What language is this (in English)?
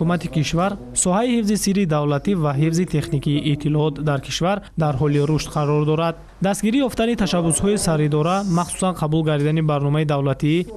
Tajik